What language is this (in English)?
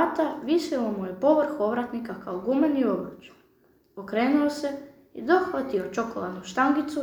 Croatian